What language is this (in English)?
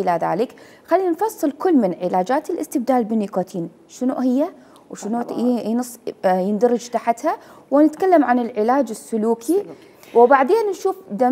Mesopotamian Arabic